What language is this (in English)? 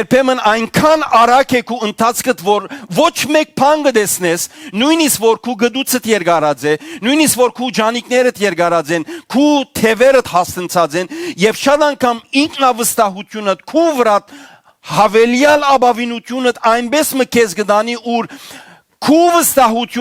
Western Armenian